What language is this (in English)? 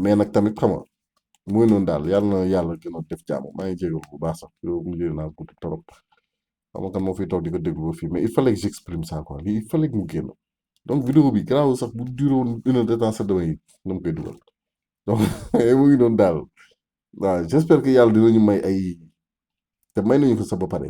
Wolof